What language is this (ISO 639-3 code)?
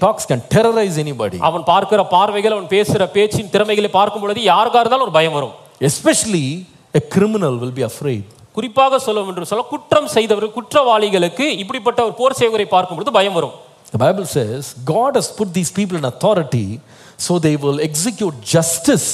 tam